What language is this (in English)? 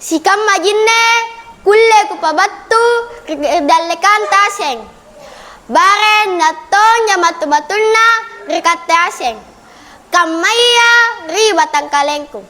Makasar